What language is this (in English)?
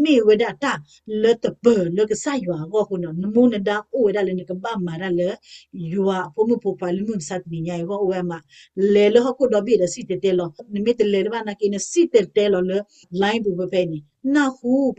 S'gaw Karen